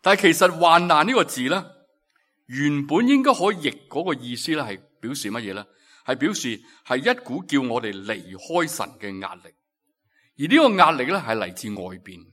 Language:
Cantonese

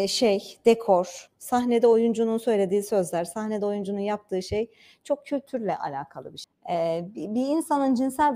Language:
Turkish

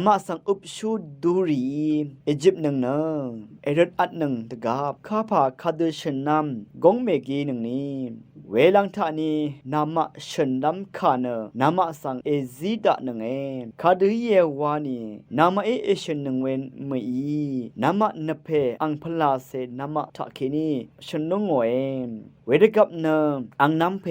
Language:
Rawang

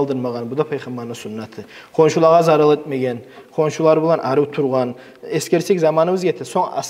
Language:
Kumyk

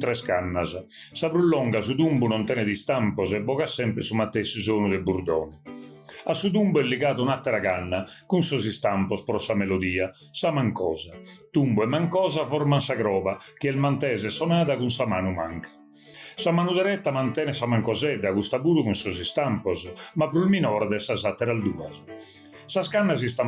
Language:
Sardinian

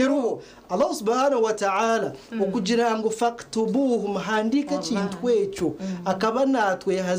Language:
Nyankole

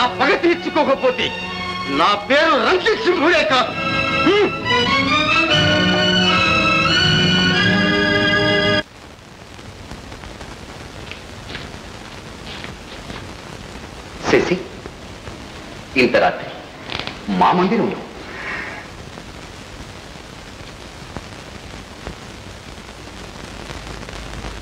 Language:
Telugu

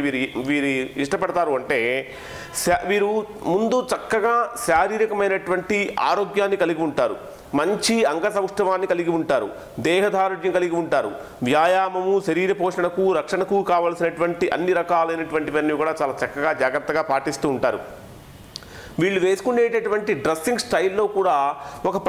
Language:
Telugu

